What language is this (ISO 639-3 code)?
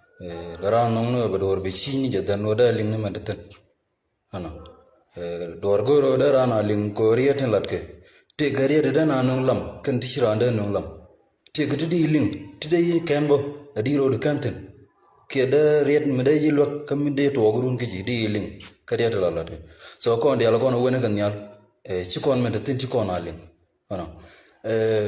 nus